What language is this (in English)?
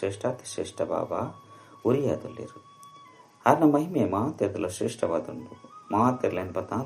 Tulu